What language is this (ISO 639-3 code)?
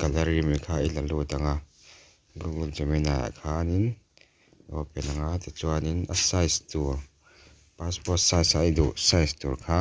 lus